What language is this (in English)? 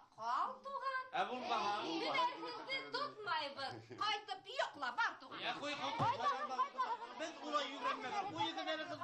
Bashkir